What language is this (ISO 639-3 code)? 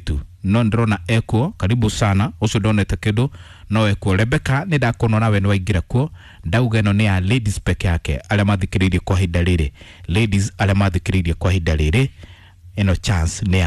kik